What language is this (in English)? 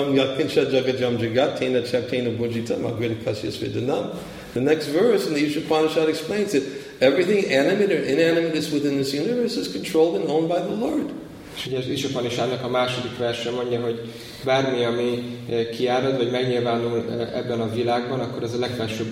Hungarian